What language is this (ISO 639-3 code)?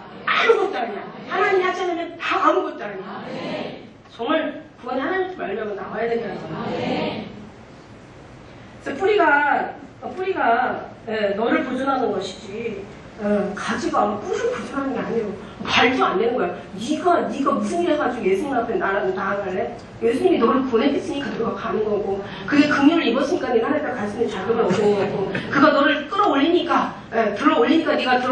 kor